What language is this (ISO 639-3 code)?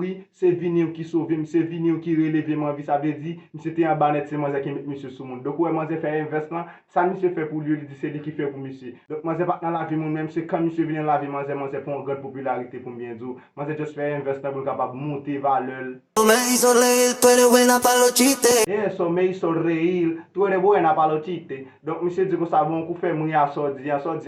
hat